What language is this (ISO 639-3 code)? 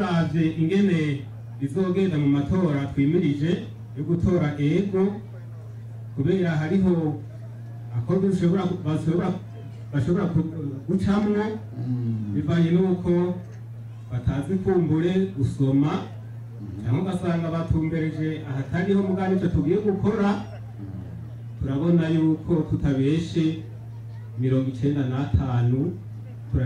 run